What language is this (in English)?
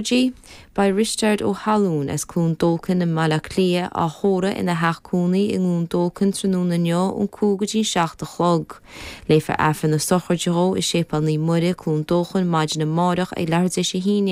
Irish